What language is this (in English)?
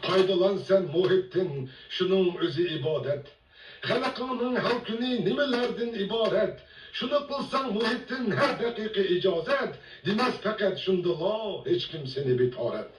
Uyghur